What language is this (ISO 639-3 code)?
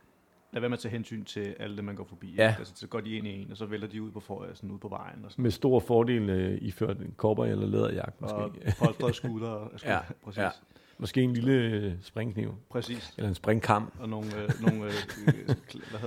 dan